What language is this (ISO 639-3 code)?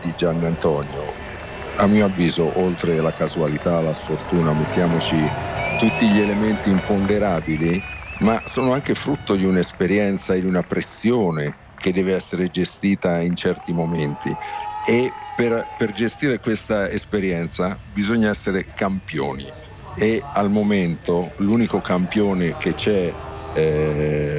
ita